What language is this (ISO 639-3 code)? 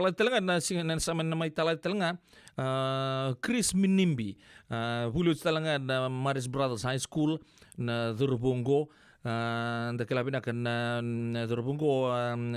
fij